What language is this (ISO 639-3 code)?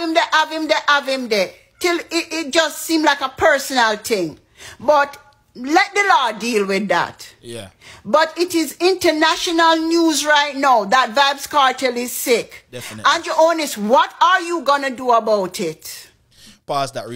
jam